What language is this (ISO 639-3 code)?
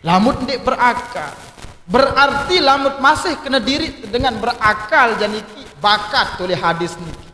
sas